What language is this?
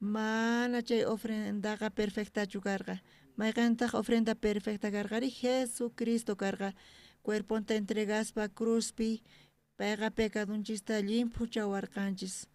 South Bolivian Quechua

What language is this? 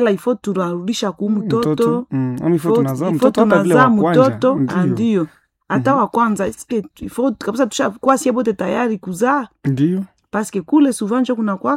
Swahili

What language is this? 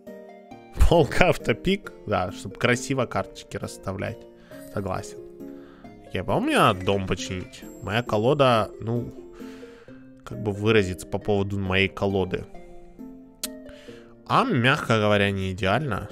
Russian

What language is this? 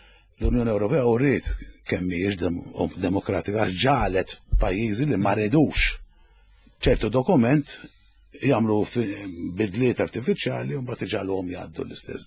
Maltese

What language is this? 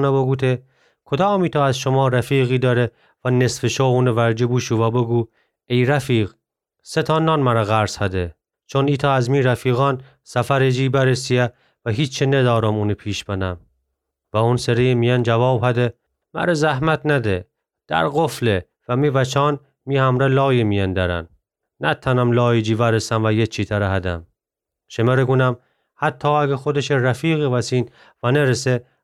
Gilaki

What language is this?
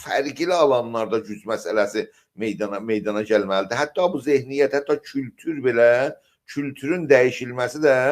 South Azerbaijani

